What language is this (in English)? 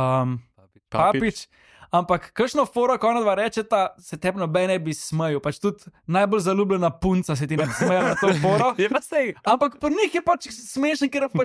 Slovenian